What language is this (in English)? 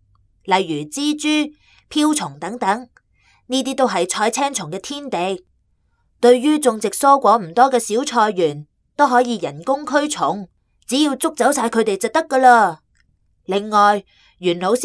Cantonese